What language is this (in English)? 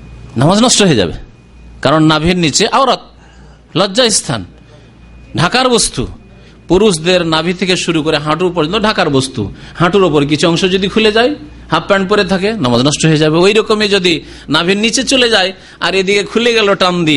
Bangla